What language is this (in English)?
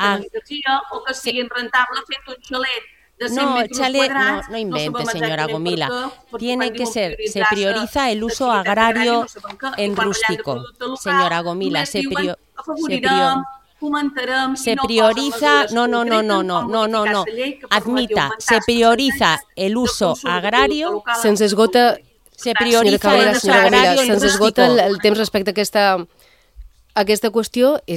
Catalan